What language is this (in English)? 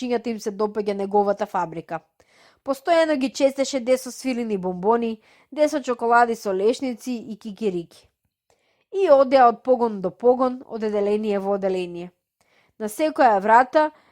Macedonian